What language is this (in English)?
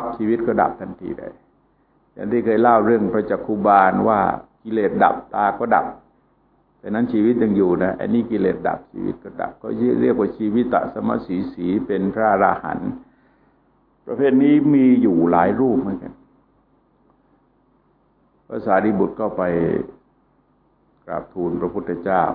Thai